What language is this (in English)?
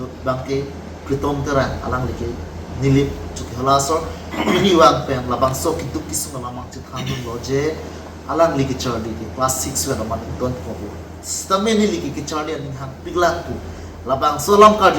Karbi